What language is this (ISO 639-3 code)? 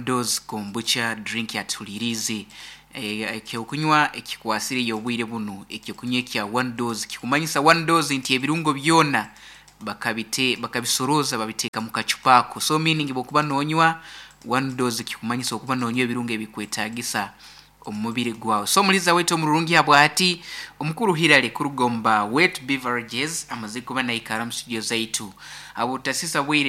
nyn